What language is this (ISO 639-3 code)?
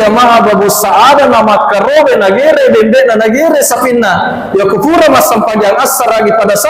bug